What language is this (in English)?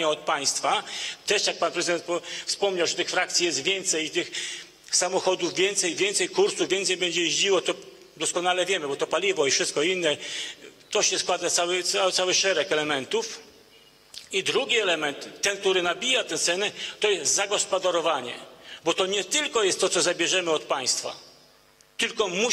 Polish